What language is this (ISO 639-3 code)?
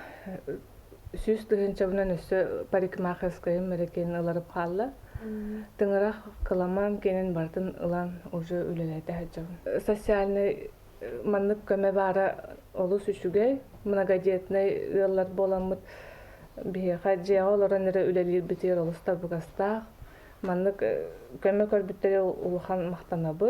sah